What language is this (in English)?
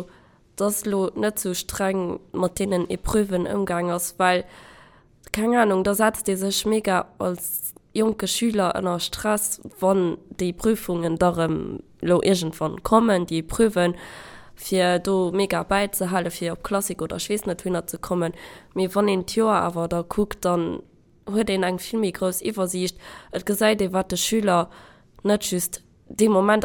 Luxembourgish